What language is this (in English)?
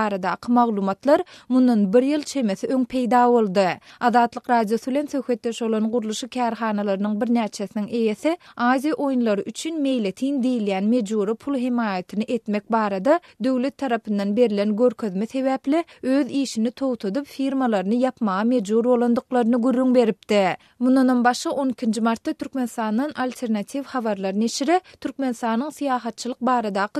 Turkmen